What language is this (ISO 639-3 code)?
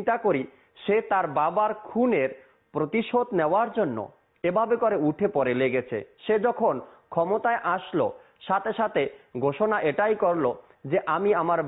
ben